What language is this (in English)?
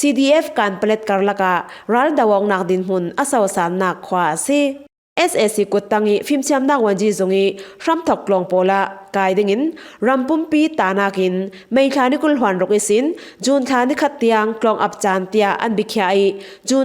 Falam Chin